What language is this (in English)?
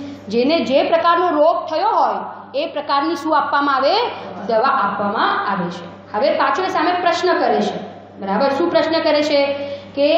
Gujarati